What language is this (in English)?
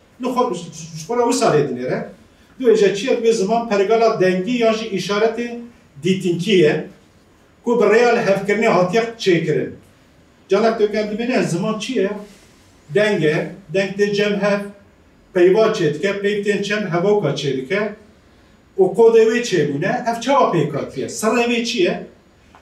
Kurdish